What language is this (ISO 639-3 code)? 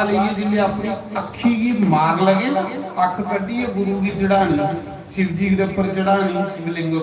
doi